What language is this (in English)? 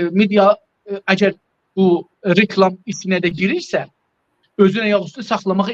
South Azerbaijani